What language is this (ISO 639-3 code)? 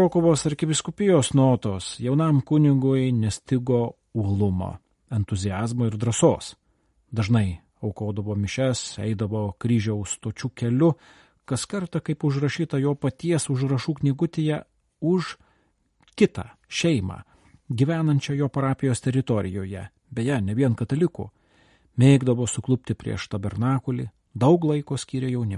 lit